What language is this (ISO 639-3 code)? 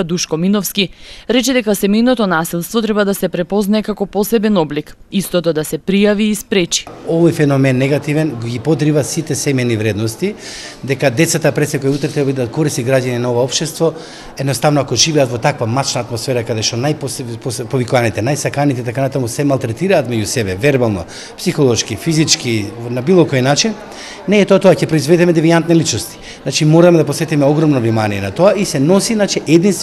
mkd